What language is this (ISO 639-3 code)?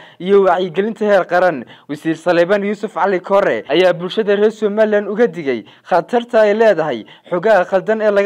som